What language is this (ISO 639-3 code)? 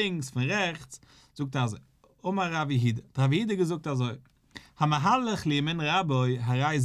yid